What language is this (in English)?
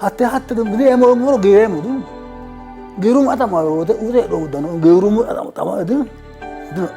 Sidamo